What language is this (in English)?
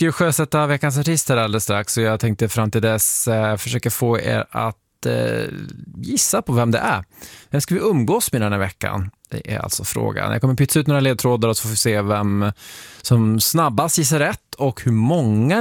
Swedish